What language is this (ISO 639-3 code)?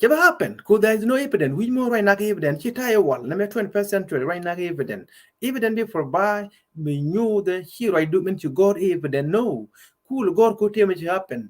nus